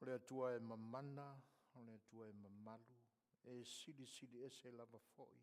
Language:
Samoan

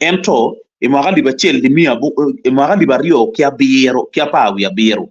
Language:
Acoli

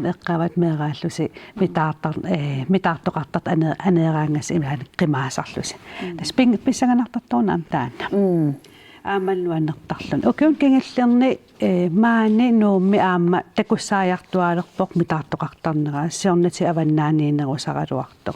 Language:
Kalaallisut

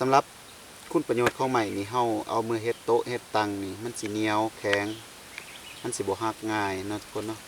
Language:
Lao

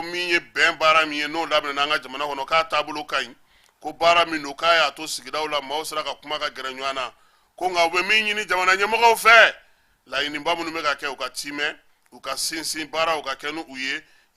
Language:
Bambara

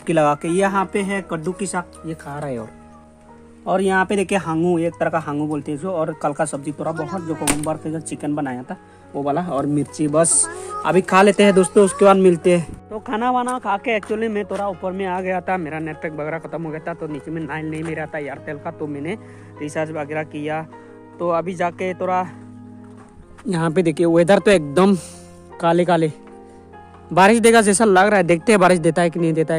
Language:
Hindi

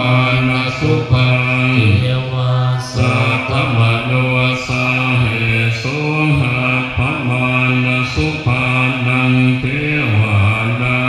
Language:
Pali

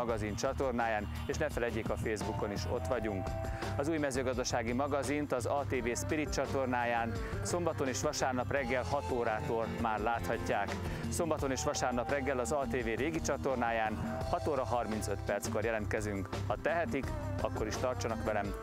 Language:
Hungarian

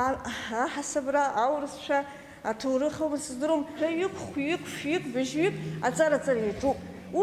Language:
Abkhazian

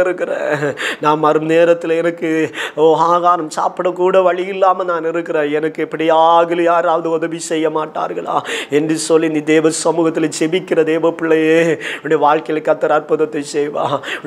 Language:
Tamil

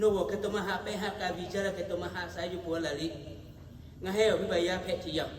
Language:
Lahu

